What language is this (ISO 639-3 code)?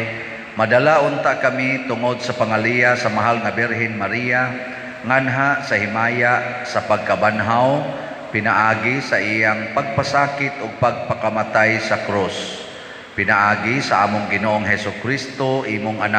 ceb